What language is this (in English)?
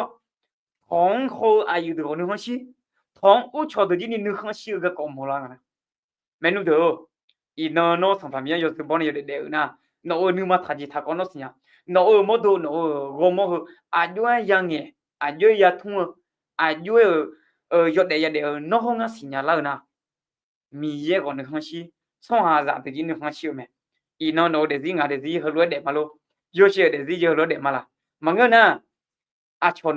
Akha